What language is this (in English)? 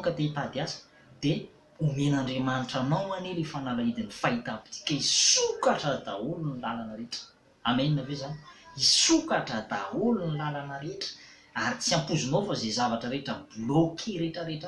Malagasy